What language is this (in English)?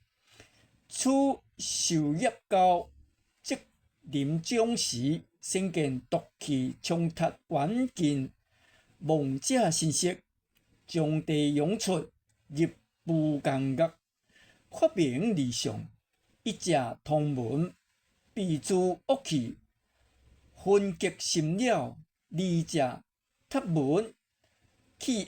Min Nan Chinese